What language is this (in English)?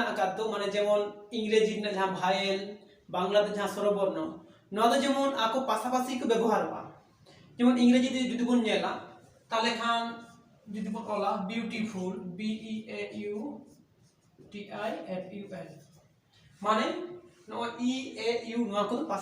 Santali